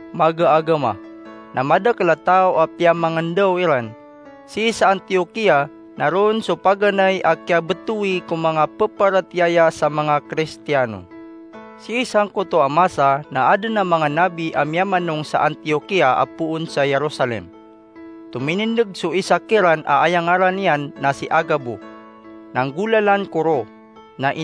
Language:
Maranao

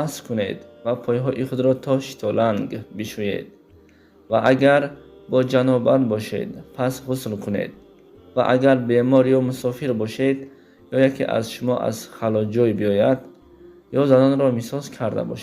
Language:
Tajik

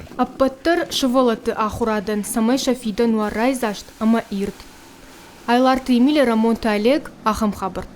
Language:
Ossetic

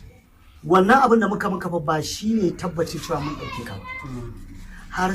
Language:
Hausa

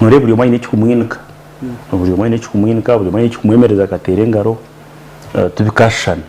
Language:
Nyankole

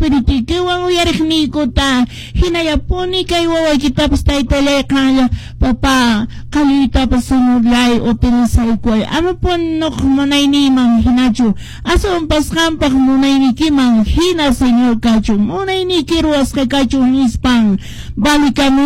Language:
Quechua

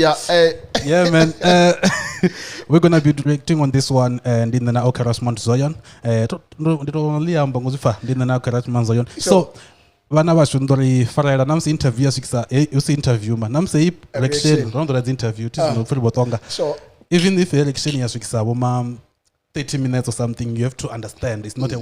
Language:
Venda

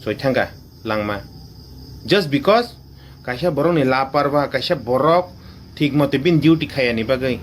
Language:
Kok Borok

